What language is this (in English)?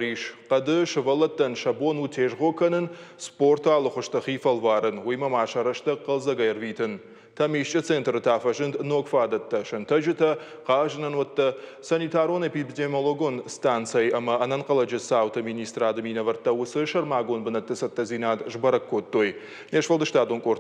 Ossetic